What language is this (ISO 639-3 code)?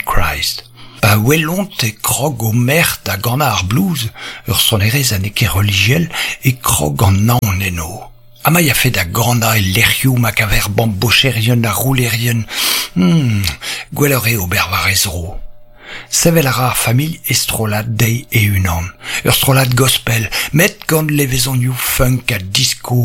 bre